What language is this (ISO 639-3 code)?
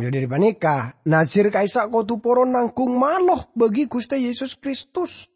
mad